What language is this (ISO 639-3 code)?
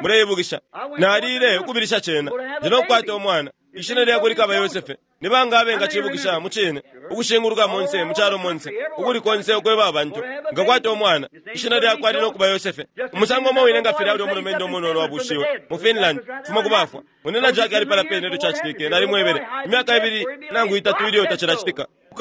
bem